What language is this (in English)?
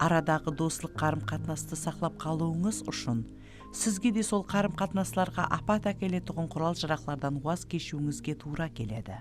Kara-Kalpak